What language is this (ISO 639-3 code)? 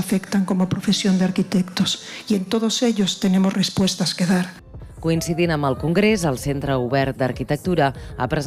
cat